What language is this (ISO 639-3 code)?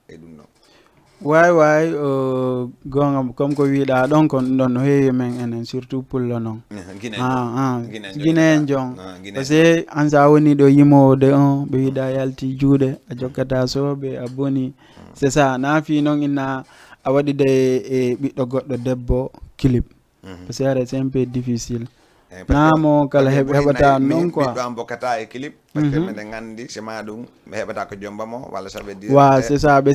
ful